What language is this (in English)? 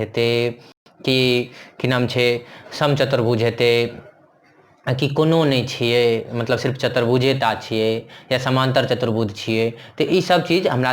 Maithili